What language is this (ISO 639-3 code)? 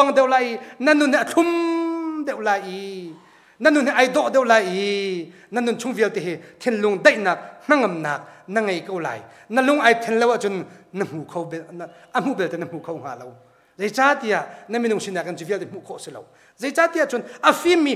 cnh